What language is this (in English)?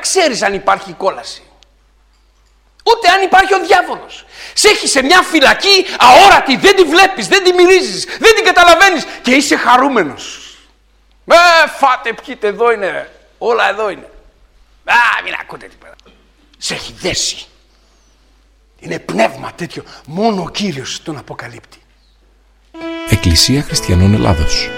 Greek